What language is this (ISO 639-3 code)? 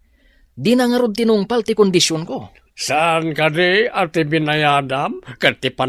ilo